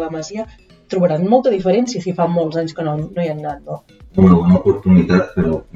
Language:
Catalan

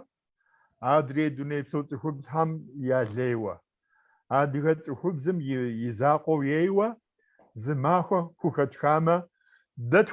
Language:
Kabardian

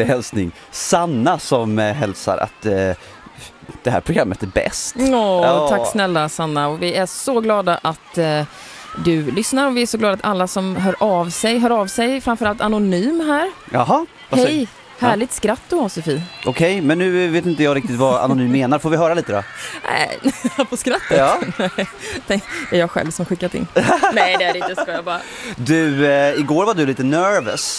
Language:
Swedish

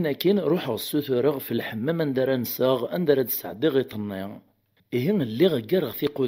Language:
Kabyle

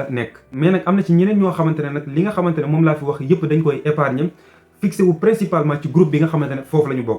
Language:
Wolof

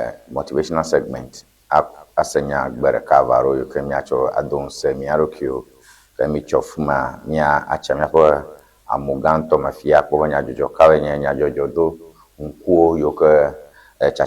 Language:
Ewe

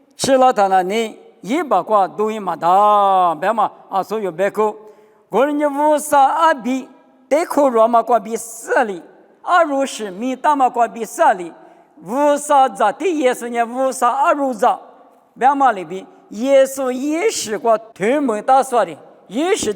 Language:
Lisu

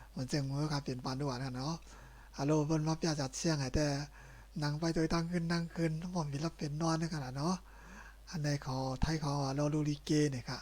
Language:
Shan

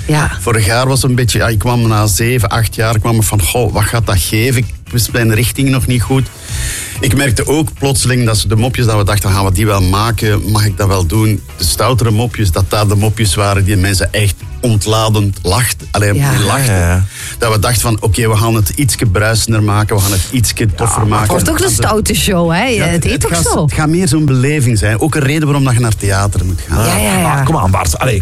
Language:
Dutch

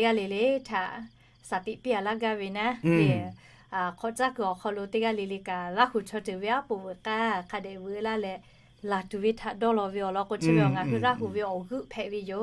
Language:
Lahu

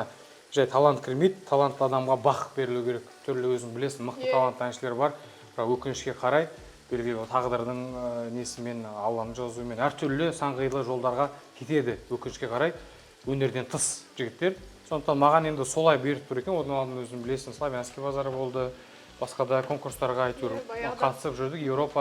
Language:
Kazakh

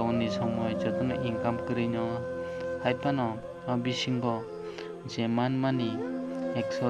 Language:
Kok Borok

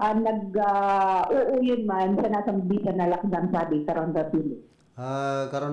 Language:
Bikol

